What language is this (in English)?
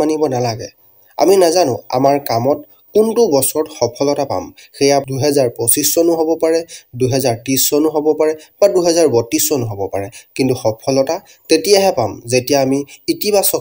Assamese